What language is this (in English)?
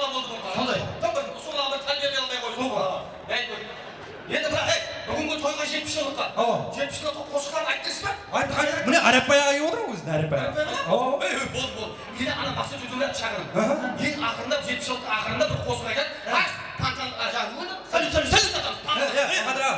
Kara-Kalpak